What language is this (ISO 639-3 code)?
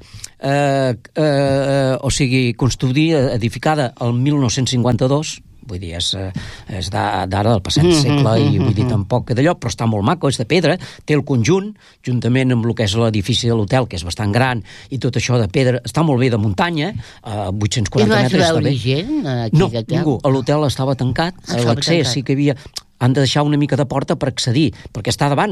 cat